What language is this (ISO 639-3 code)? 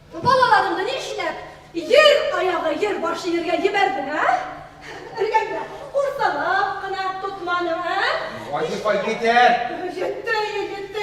bak